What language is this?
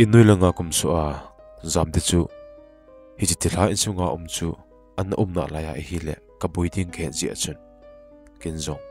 Thado Chin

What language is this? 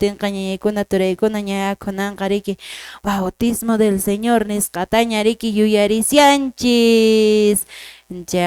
Quechua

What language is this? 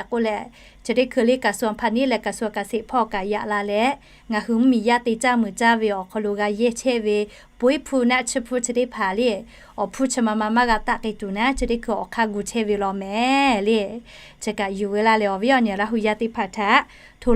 Lahu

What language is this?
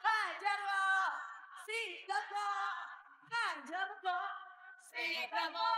Betawi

